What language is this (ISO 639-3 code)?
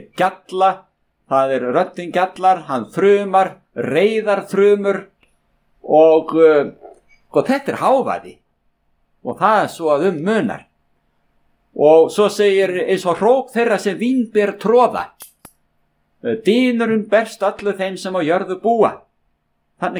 isl